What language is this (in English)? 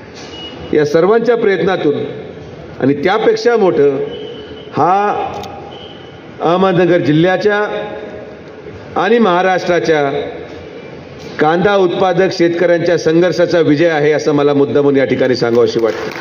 Marathi